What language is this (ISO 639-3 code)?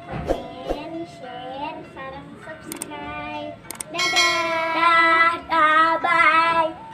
sun